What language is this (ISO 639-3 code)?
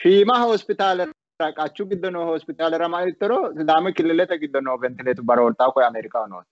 sid